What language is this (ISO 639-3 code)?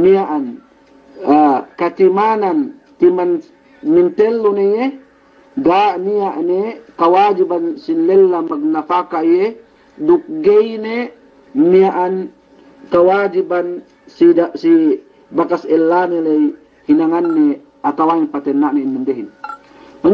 yka